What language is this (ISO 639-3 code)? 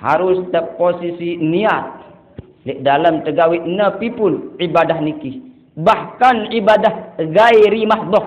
sas